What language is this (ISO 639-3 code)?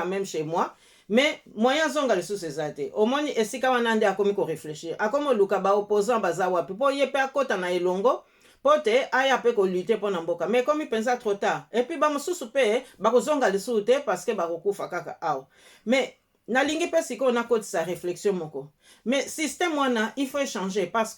lin